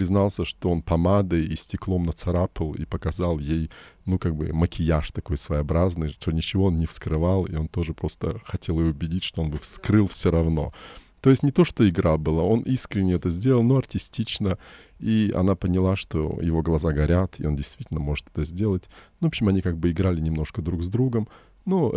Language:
Russian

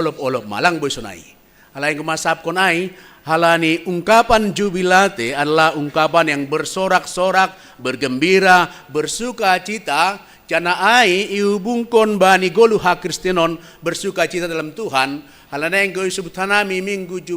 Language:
Batak Simalungun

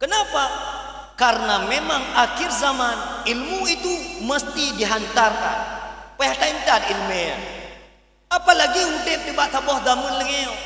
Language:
Achinese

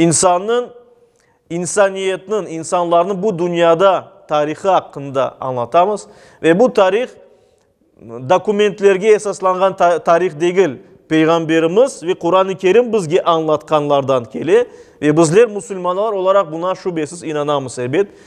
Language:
Crimean Tatar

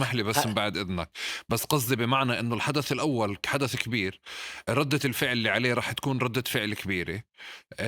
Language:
North Levantine Arabic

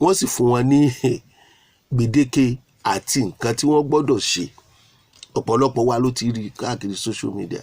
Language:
Yoruba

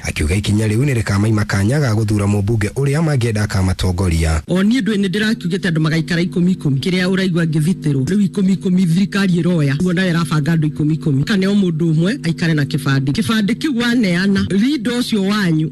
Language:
Kikuyu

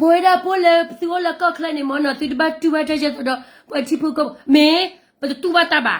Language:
S'gaw Karen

